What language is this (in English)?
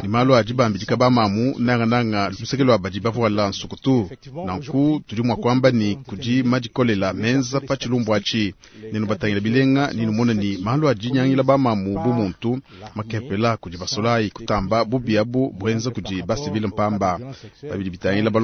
Luba-Lulua